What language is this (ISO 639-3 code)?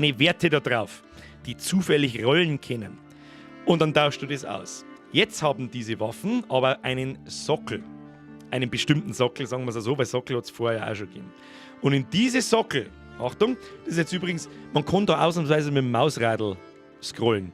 bar